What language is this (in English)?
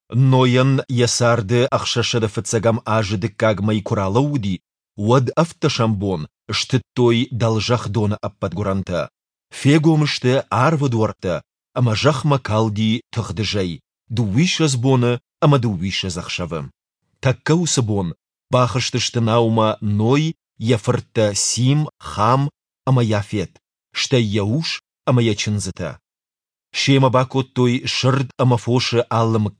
Ossetic